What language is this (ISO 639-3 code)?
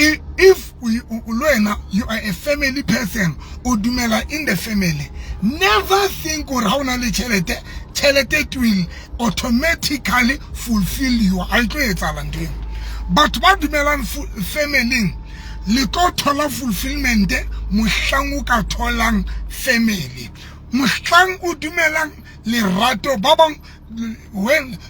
sot